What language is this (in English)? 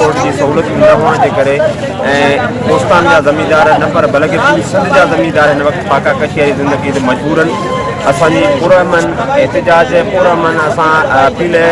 Sindhi